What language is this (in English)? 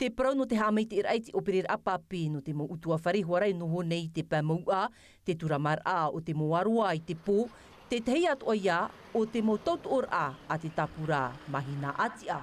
Tahitian